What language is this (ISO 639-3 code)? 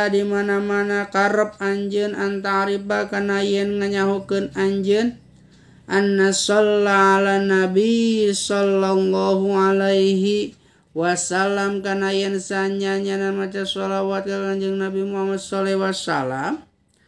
sun